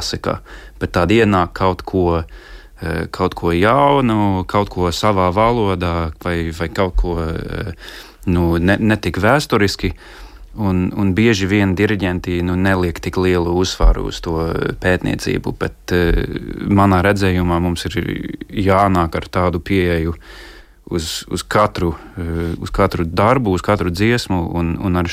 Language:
Latvian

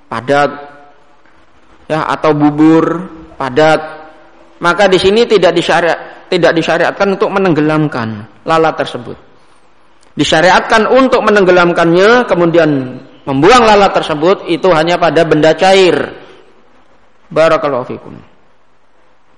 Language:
Indonesian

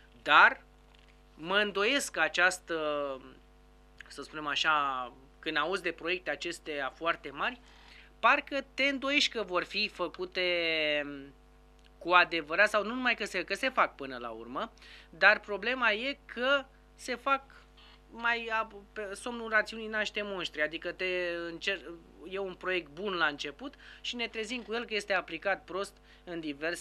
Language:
Romanian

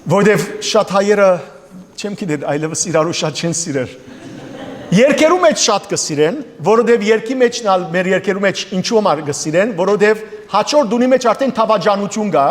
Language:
Western Armenian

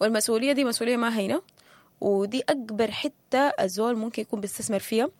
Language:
Sudanese Arabic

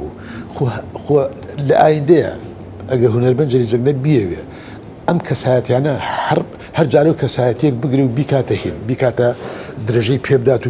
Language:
Central Kurdish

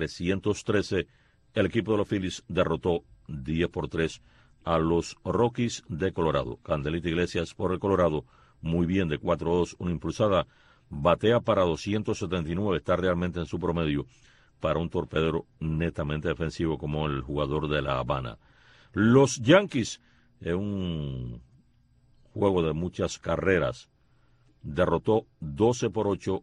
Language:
Spanish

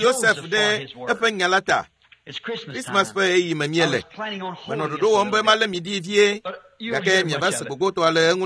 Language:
Ewe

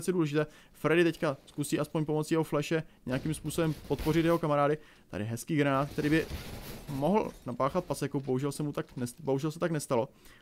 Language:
Czech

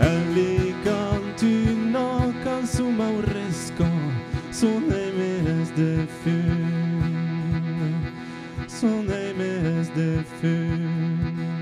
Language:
Occitan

